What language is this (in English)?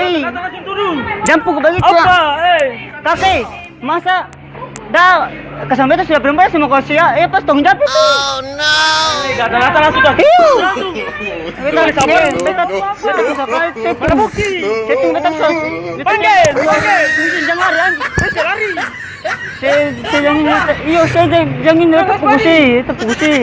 Ambonese Malay